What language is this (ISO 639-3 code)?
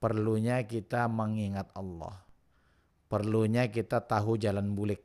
bjn